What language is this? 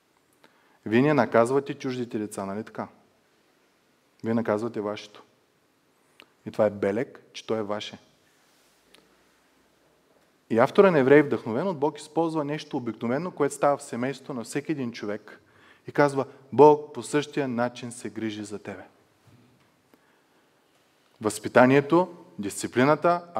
Bulgarian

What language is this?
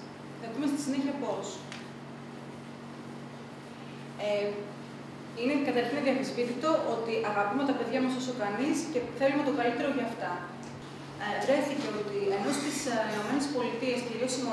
Greek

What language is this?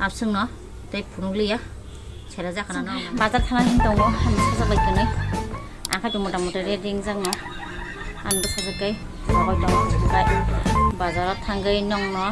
Kok Borok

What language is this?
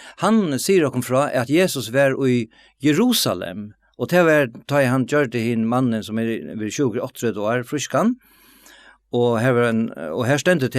Faroese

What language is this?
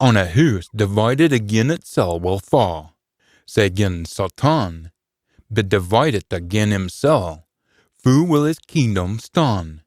Scots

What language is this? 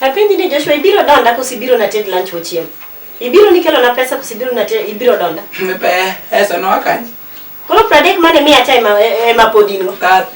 Luo (Kenya and Tanzania)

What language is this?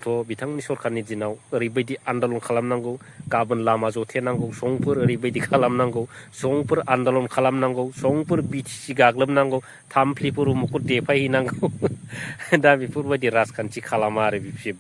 Bodo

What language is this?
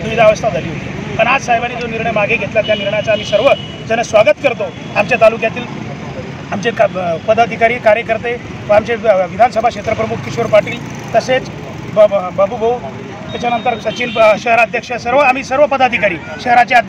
Marathi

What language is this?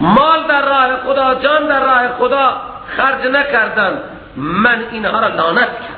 Persian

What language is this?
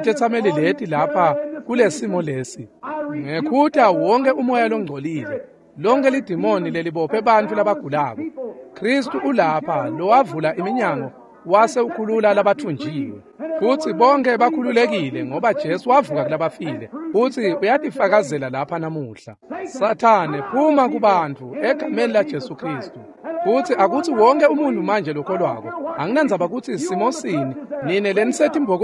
Swati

